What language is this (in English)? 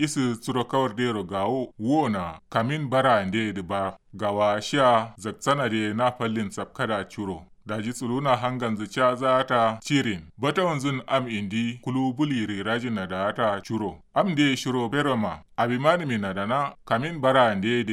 Kanuri